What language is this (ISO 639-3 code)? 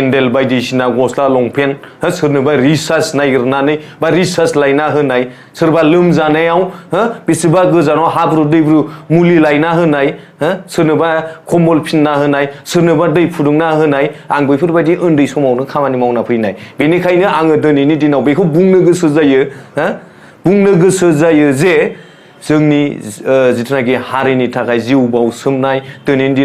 brx